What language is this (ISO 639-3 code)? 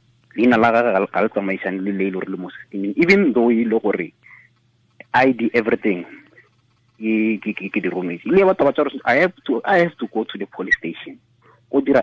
tsn